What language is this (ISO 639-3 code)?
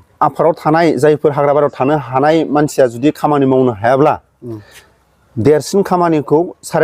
brx